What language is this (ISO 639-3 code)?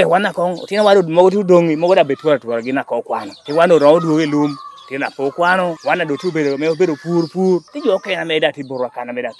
laj